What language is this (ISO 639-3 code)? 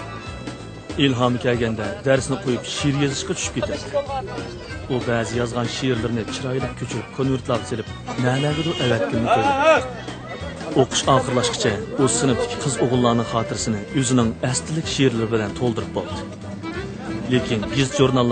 uig